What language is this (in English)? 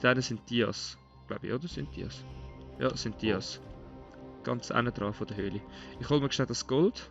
Swiss German